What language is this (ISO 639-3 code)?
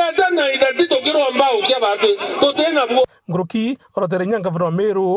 mer